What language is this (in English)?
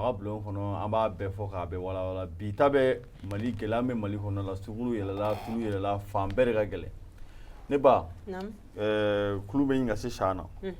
Bambara